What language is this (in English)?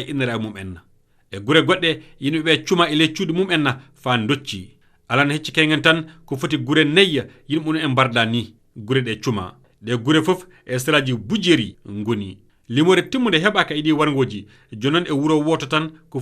Fula